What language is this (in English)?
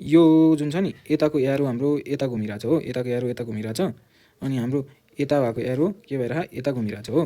Nepali